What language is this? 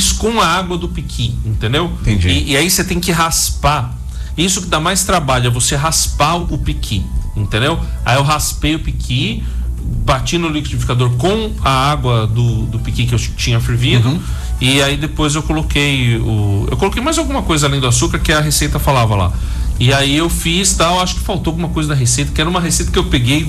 Portuguese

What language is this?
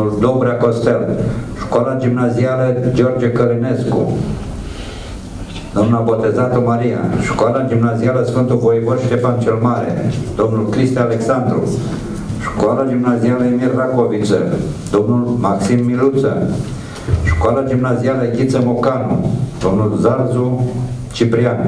Romanian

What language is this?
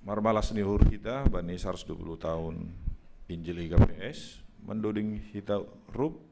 Batak Simalungun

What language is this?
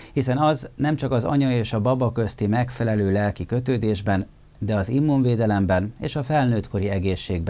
Hungarian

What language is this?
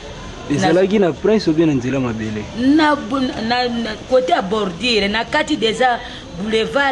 Lingala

